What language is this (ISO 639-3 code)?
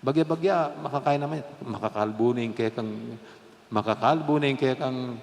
pam